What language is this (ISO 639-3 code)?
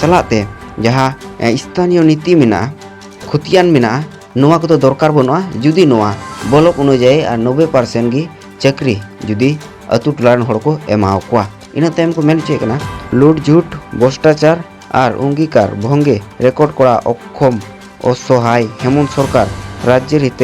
sat